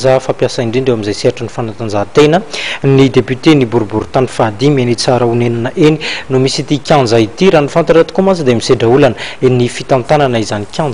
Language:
Malagasy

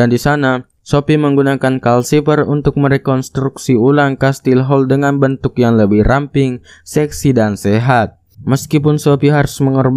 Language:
Indonesian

